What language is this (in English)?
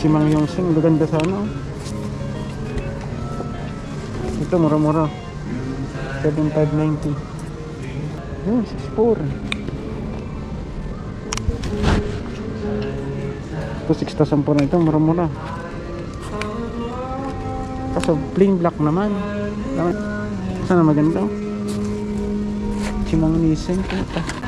Filipino